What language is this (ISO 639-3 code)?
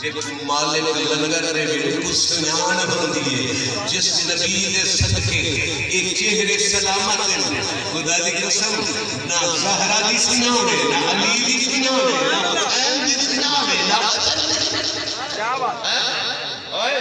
skr